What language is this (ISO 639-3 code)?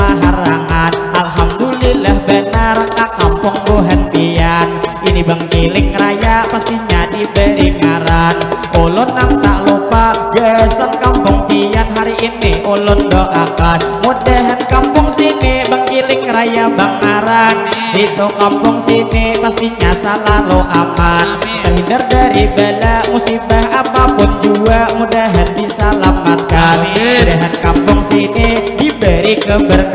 bjn